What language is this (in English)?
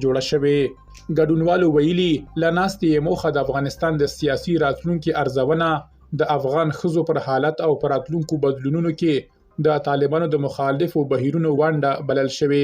Pashto